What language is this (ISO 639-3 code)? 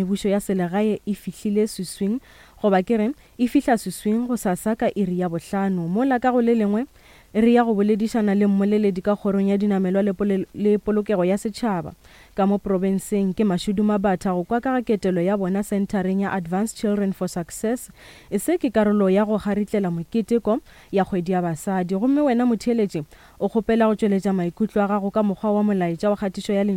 nso